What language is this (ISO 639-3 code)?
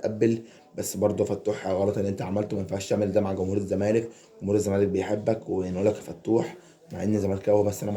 arz